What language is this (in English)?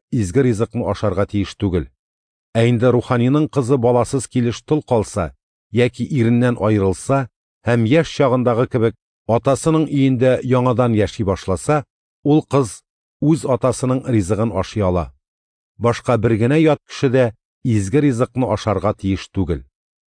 Tatar